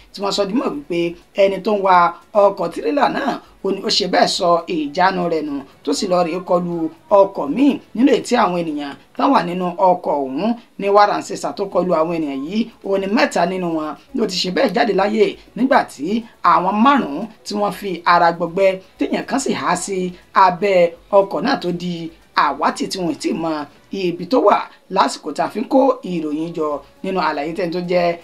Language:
Yoruba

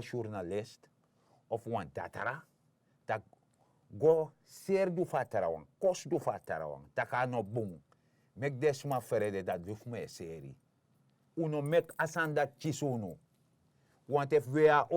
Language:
Sranan Tongo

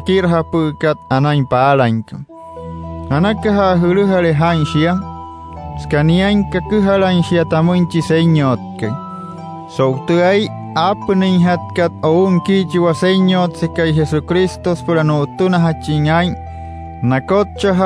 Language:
Wayuu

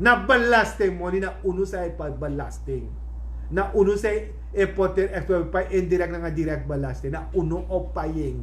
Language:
Sranan Tongo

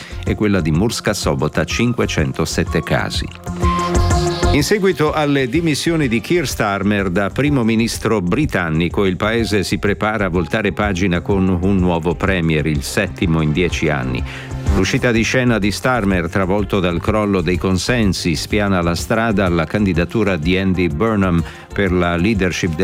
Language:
Italian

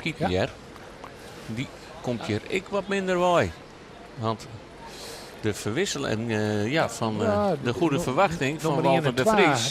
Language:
Western Frisian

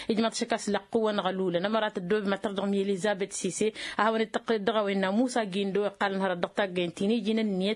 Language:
Tamasheq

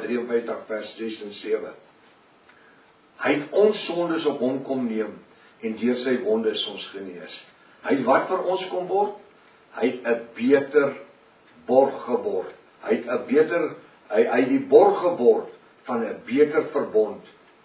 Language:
Afrikaans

